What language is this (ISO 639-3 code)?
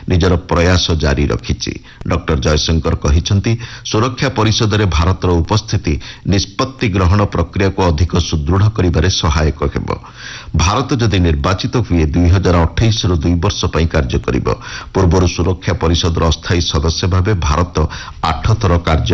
ori